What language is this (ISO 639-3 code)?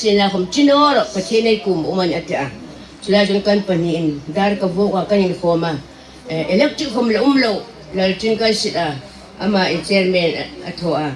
hmr